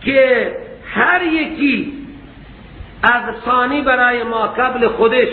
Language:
Persian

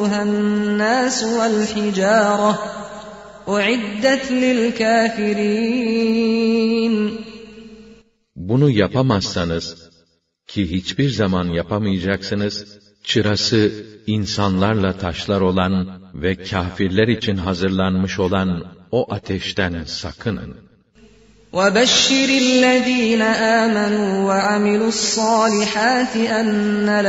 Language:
Turkish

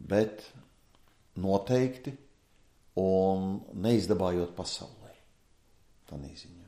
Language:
Latvian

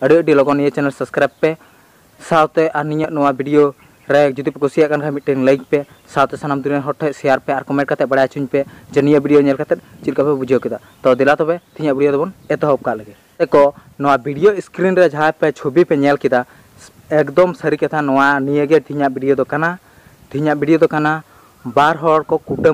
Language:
Santali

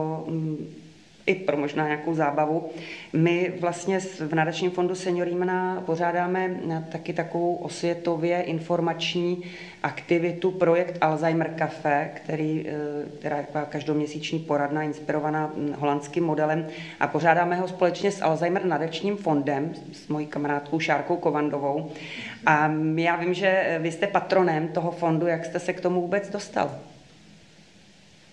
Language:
Czech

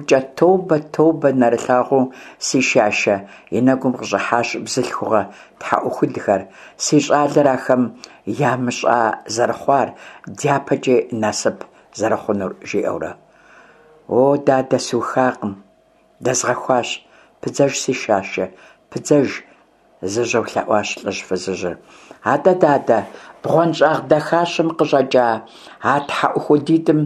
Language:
Kabardian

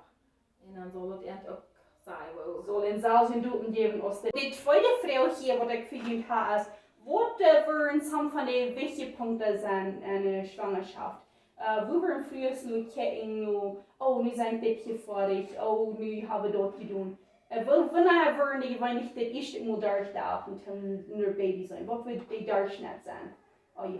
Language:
Plautdietsch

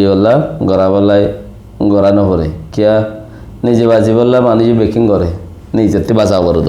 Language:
Rohingya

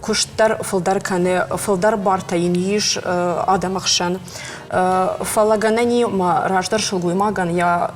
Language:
Ossetic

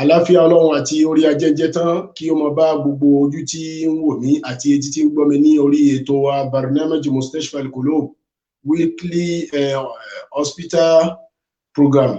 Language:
Yoruba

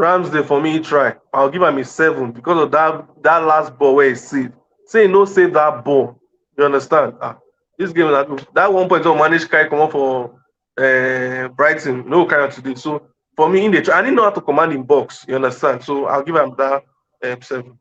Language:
Nigerian Pidgin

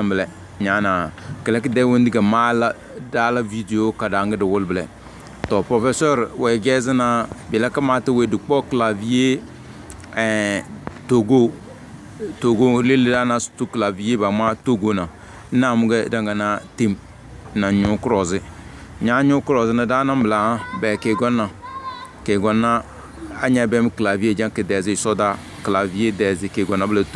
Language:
Tem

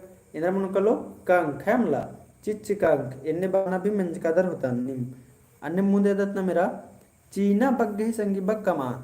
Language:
Kurukh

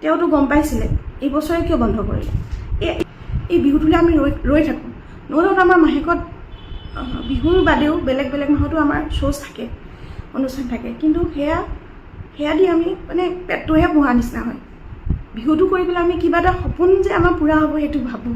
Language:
Assamese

